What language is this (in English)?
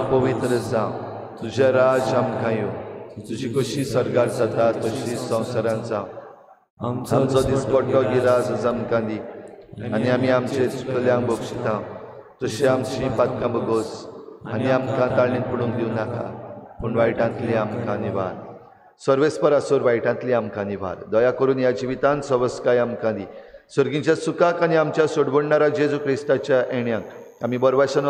Konkani